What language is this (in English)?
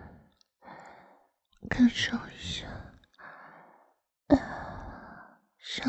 Chinese